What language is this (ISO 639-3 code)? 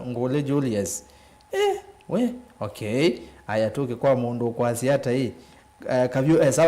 kam